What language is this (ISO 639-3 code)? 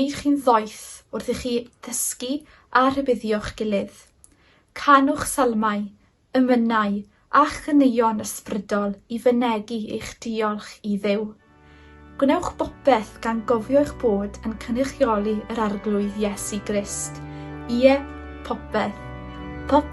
cym